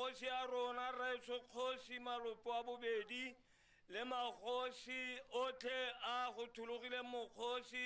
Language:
Tswana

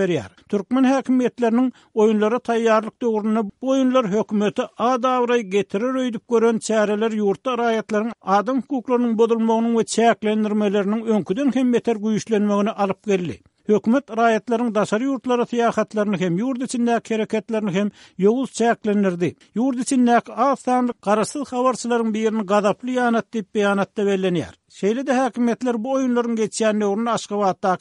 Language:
Turkmen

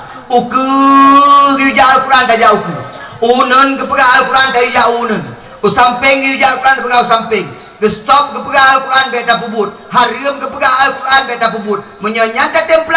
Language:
Achinese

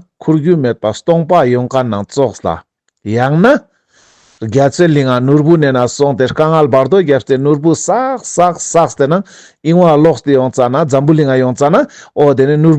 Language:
Ladakhi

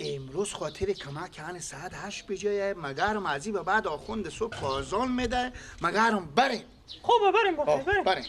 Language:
Persian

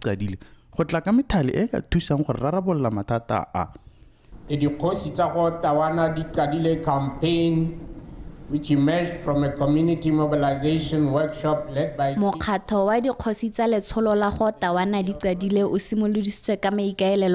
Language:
Tswana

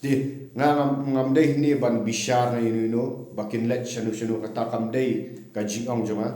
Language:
Khasi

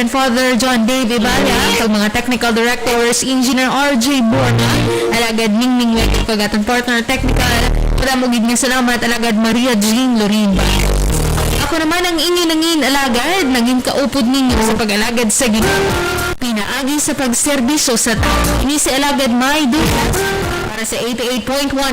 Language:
Hiligaynon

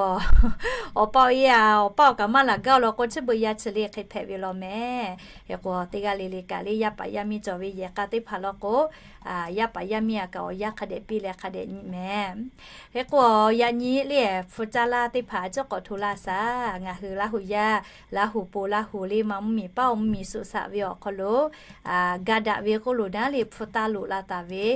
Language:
Lahu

